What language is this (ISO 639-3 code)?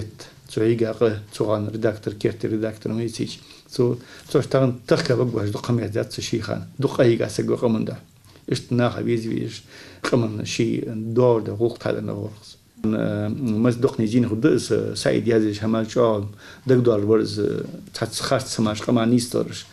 inh